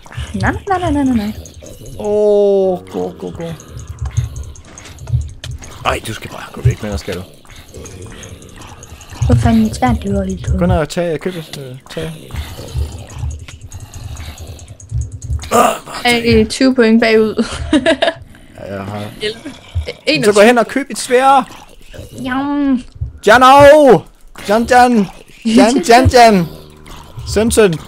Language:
Danish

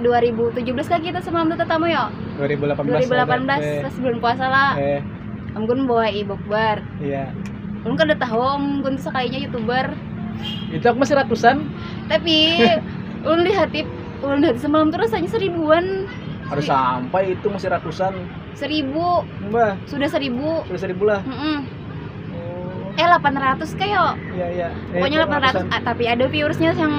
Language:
Banjar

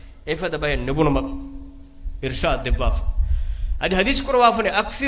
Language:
Divehi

